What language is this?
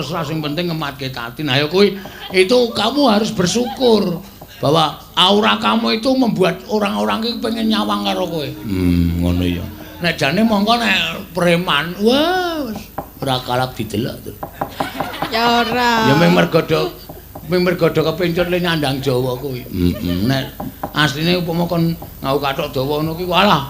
Javanese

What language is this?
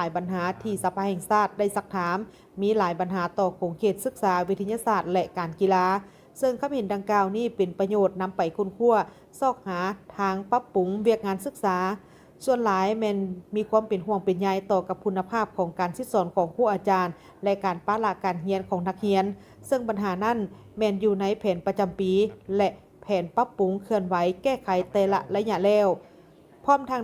Lao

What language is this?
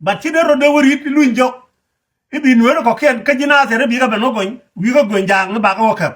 Nuer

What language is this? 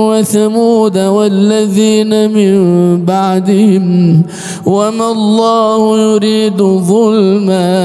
Arabic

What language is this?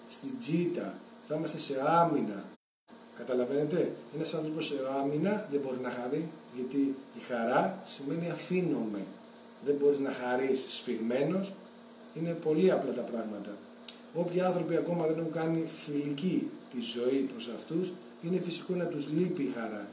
Greek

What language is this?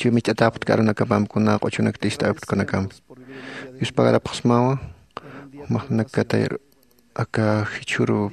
Aymara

